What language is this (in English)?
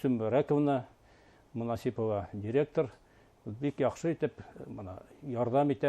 Bashkir